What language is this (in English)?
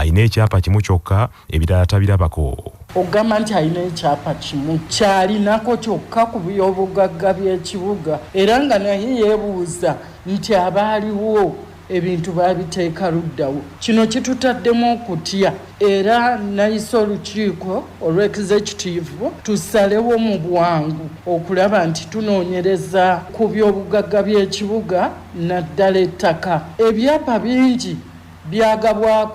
Ganda